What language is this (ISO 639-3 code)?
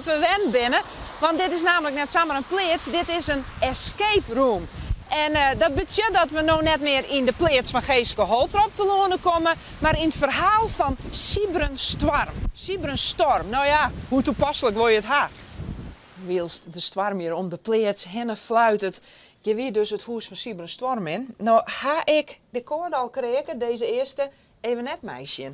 fry